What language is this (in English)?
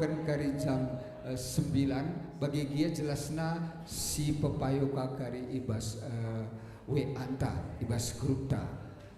Batak Karo